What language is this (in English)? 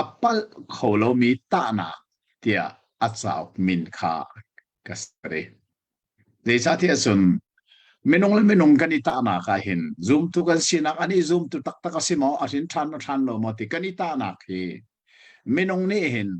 Hakha Chin